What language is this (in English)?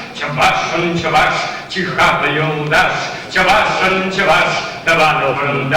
Chuvash